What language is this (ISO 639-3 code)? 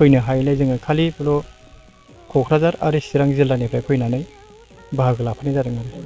brx